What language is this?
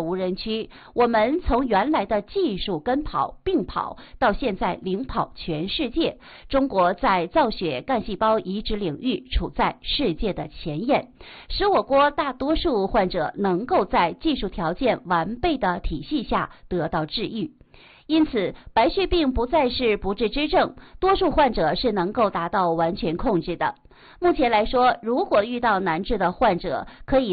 Chinese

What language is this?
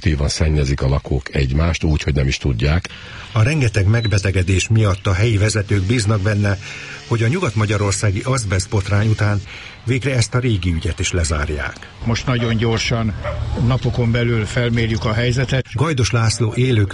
Hungarian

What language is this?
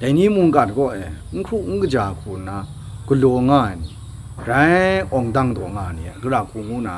Kachin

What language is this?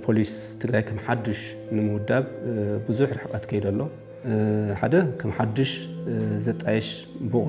Tigrinya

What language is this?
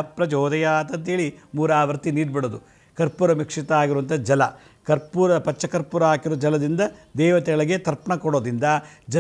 Kannada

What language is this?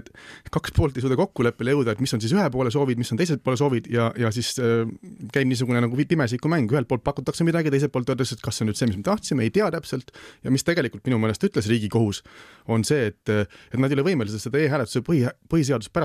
Estonian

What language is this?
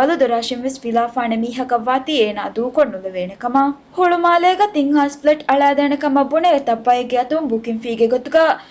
Divehi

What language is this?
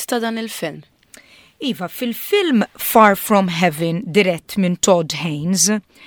Maltese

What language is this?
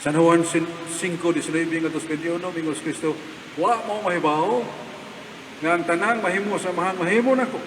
Cebuano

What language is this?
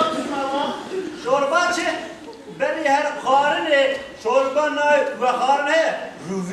Kurdish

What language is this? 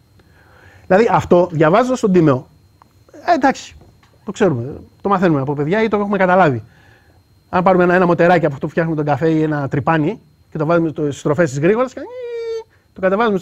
Greek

